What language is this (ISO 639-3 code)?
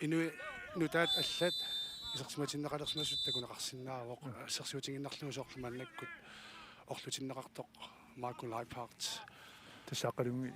kal